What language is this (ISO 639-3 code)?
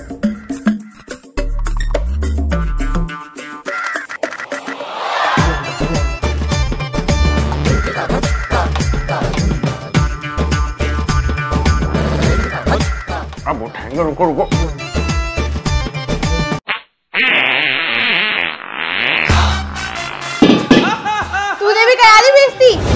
hin